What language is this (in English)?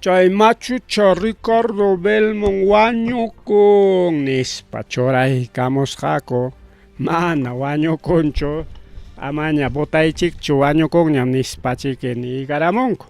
Ayacucho Quechua